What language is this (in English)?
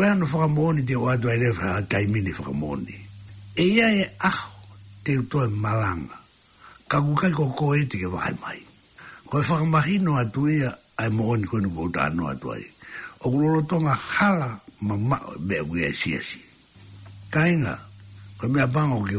Tongan